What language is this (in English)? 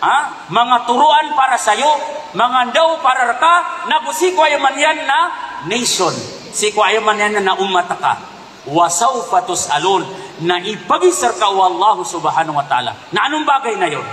Maranao